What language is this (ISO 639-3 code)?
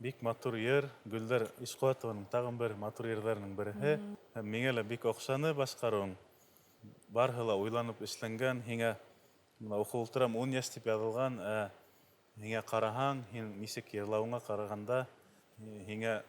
bak